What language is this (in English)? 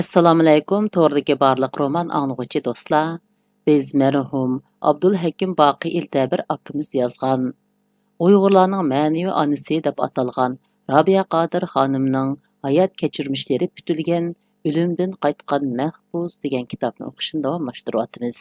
Uyghur